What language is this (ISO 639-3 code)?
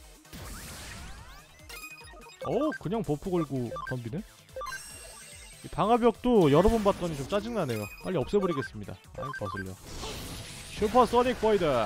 kor